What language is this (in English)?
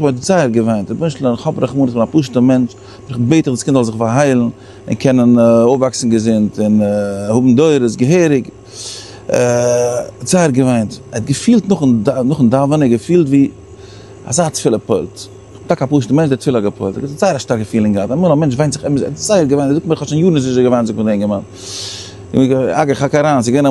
Yiddish